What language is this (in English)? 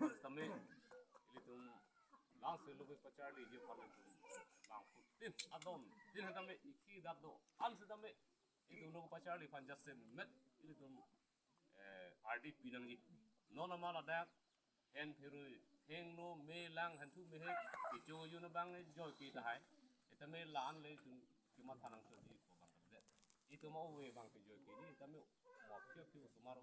Karbi